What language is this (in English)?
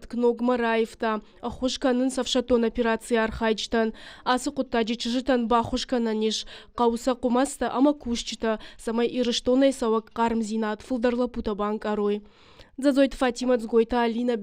Ossetic